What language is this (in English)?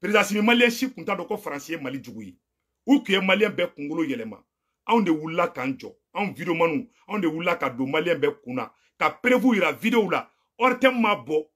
Bambara